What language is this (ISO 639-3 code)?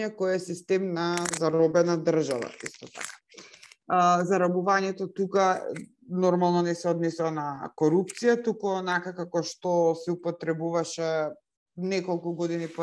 mkd